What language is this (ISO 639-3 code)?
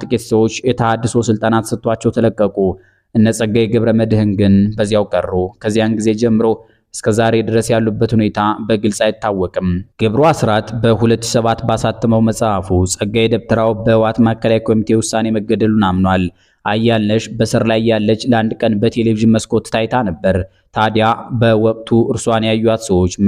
amh